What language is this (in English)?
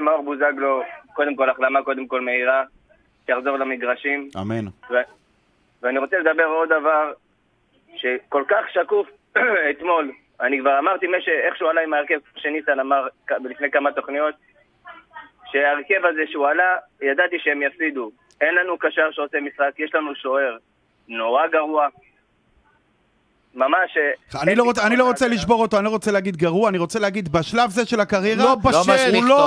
Hebrew